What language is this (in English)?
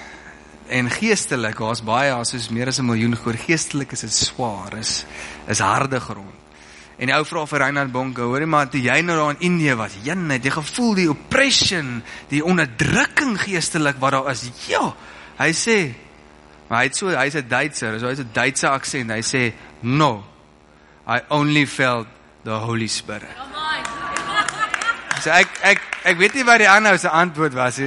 Afrikaans